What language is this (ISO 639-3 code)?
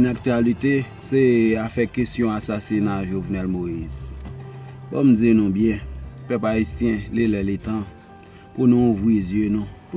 hat